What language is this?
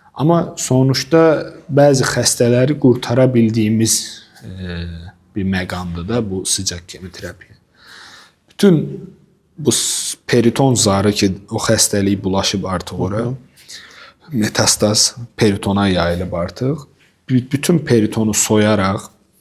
Azerbaijani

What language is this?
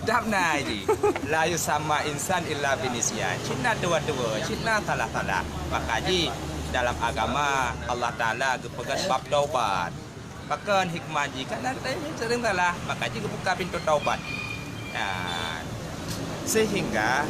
Achinese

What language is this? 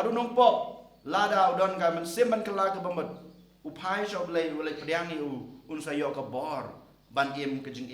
Khasi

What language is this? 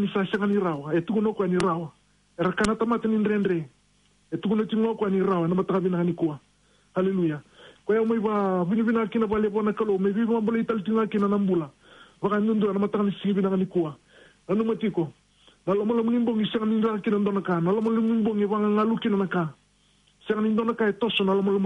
Fijian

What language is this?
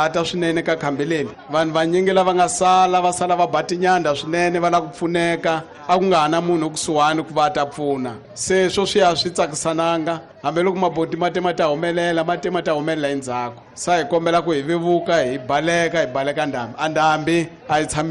Tsonga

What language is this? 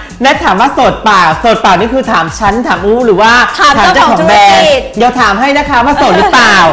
Thai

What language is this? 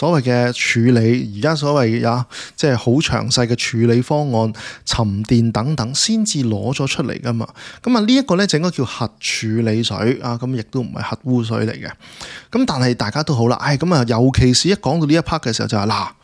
Cantonese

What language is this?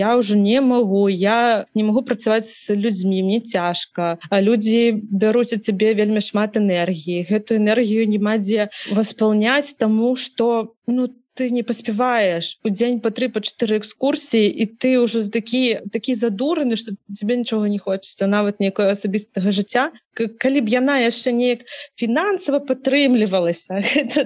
Belarusian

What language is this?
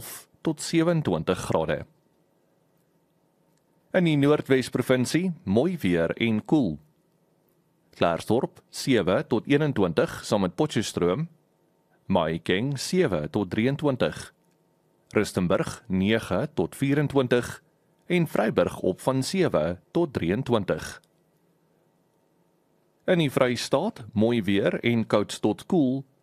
Afrikaans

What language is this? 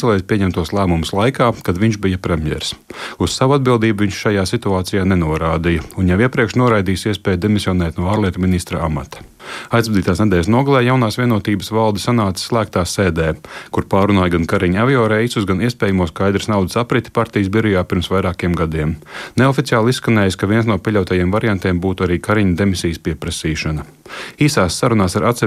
Latvian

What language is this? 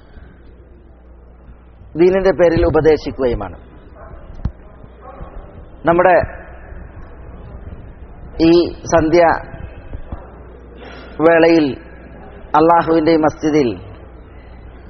Malayalam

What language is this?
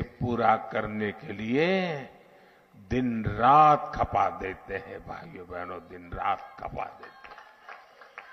Hindi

